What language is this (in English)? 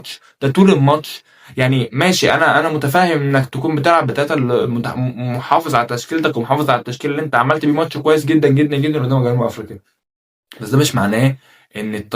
Egyptian Arabic